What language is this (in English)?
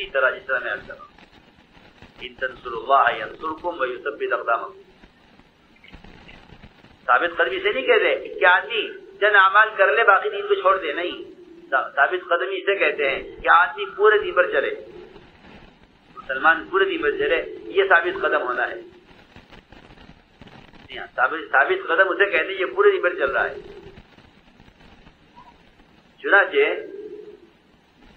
Urdu